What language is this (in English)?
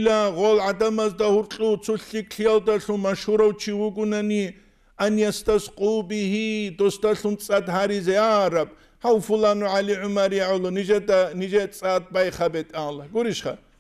Avaric